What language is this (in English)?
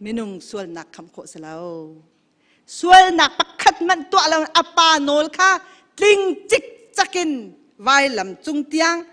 Hakha Chin